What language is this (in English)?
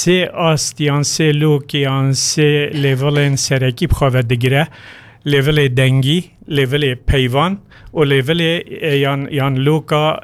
Kurdish